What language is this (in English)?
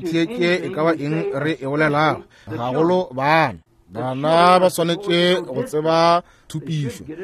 Northern Sotho